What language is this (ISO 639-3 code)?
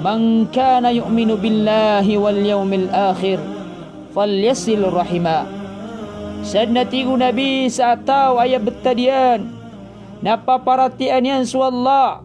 mrw